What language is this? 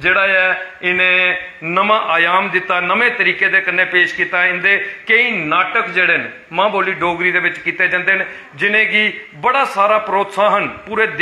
Dogri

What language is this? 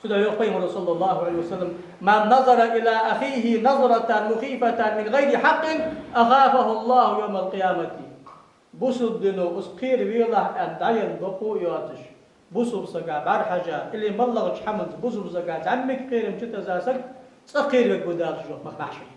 Ingush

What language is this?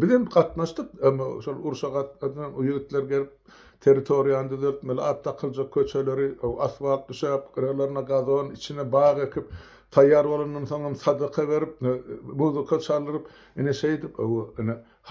Turkmen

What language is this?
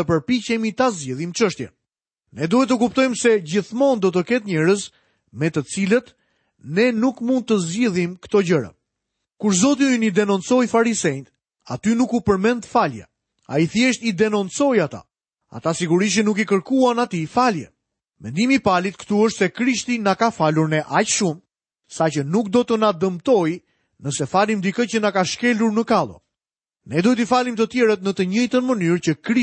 Albanian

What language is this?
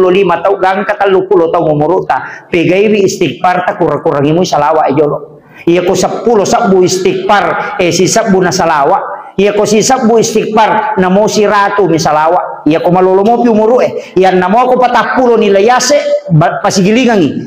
Buginese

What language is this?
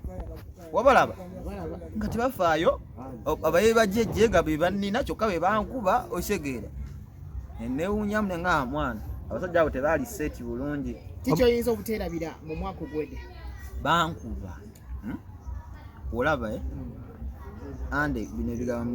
Ganda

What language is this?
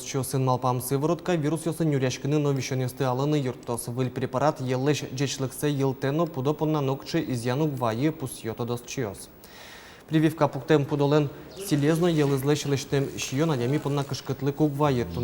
Udmurt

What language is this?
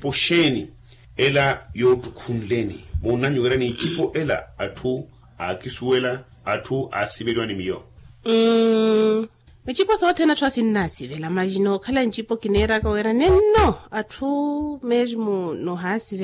Makhuwa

